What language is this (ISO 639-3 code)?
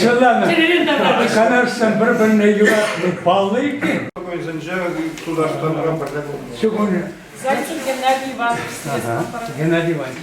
chv